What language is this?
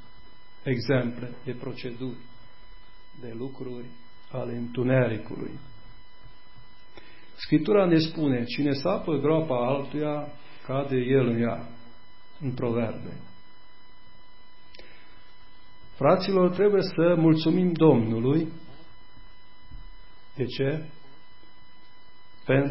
Romanian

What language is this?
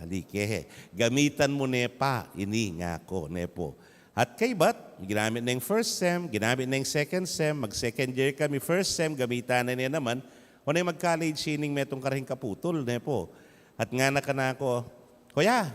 Pampanga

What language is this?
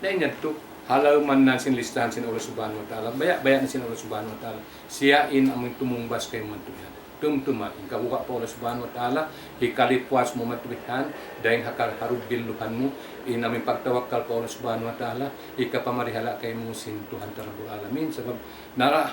Tausug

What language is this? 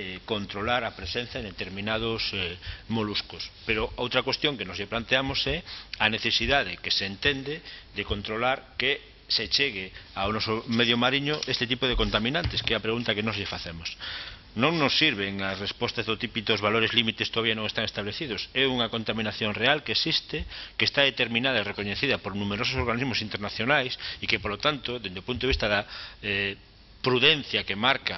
Galician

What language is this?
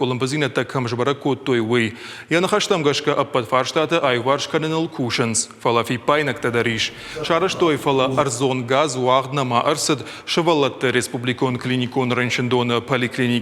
Ossetic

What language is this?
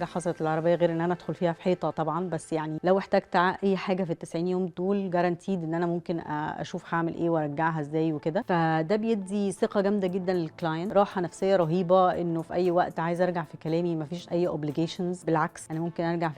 Egyptian Arabic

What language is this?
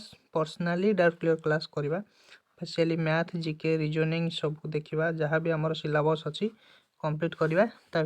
Odia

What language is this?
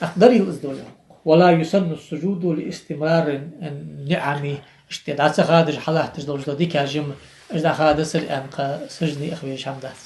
Ingush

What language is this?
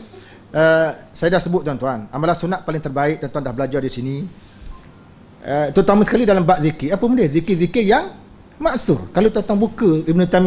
Malay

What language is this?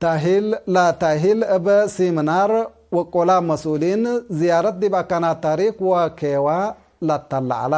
Tigre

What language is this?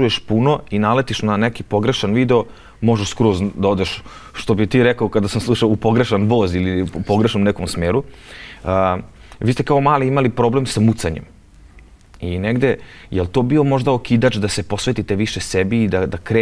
Serbian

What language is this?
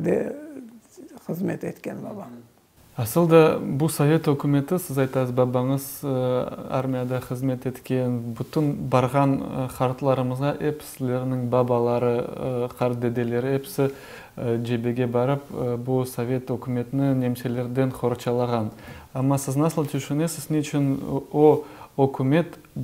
Crimean Tatar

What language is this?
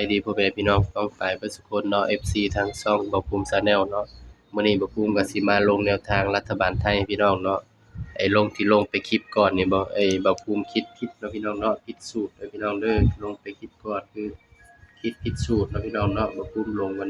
Northeastern Thai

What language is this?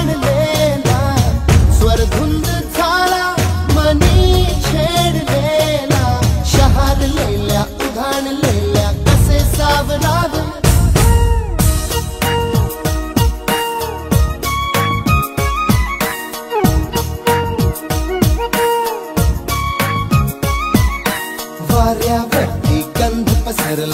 Marathi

